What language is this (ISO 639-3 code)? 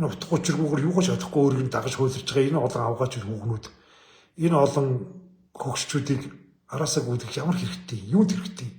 mon